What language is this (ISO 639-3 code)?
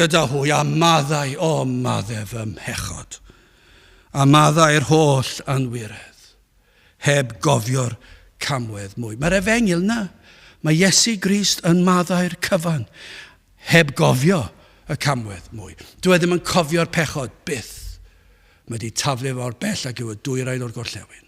cym